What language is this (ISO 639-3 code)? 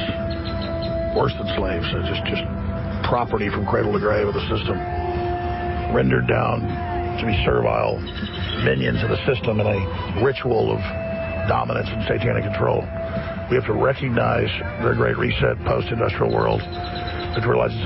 eng